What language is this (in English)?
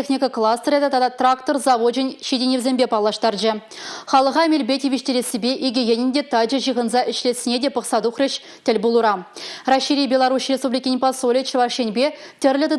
Chuvash